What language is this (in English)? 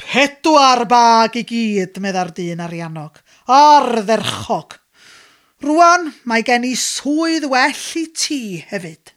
Welsh